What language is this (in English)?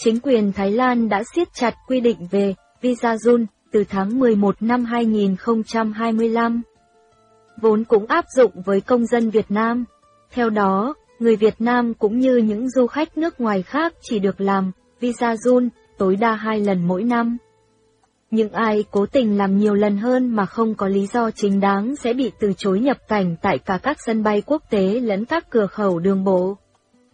Vietnamese